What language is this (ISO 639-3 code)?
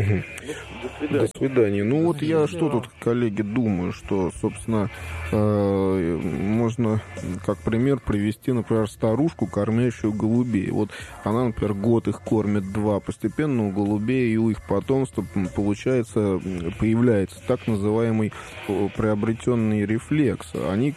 rus